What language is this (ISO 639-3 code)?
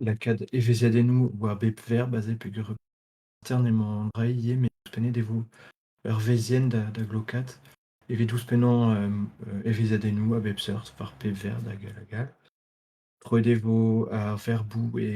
bre